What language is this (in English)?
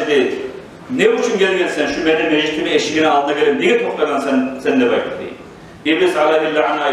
Kumyk